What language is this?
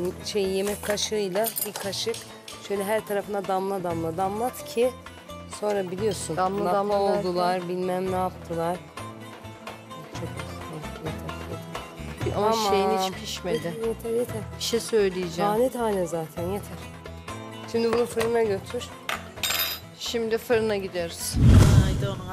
Turkish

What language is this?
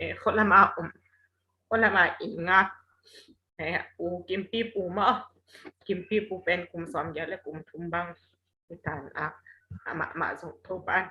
Tedim Chin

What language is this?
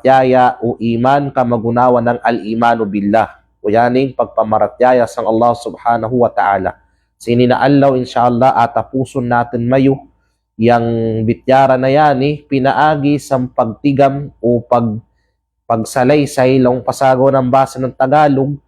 Kalagan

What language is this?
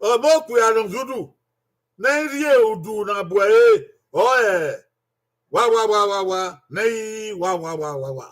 Bini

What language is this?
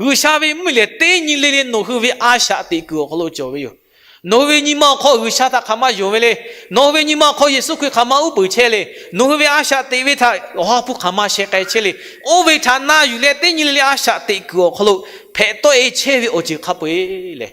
Lahu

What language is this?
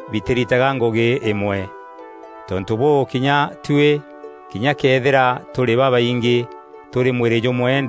Meru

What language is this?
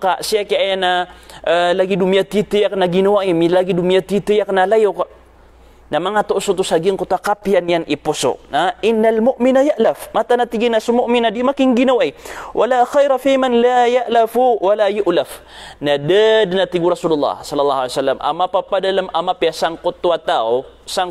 Maranao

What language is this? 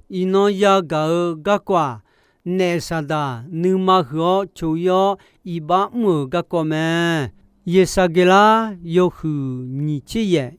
Akha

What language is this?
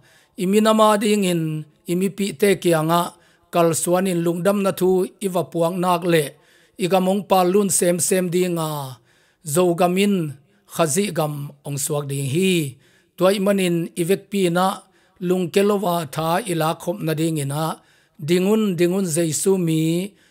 Tedim Chin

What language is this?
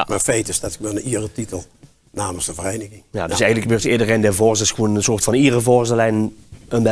Limburgish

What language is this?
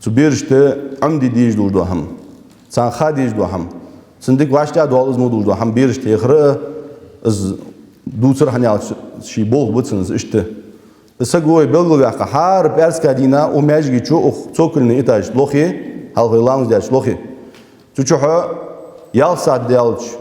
Ingush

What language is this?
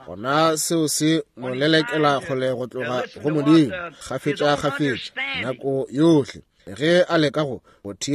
Northern Sotho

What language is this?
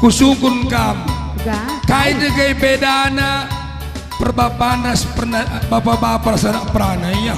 Batak Karo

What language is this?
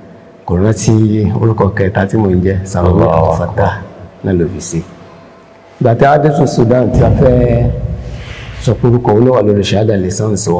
Yoruba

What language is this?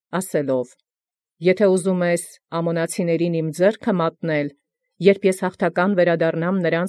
Armenian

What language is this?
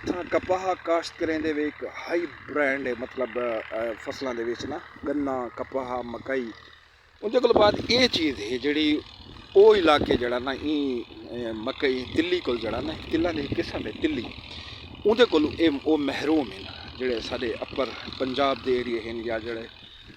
Saraiki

